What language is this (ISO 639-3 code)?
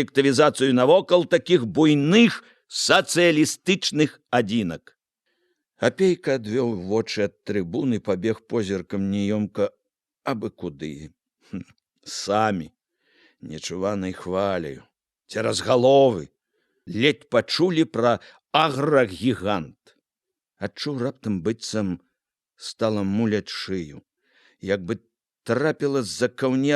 bel